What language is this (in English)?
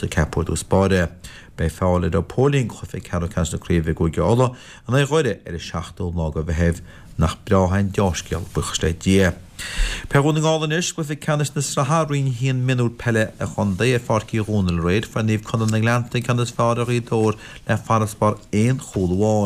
Irish